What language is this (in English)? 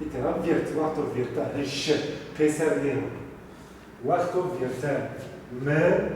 Zaza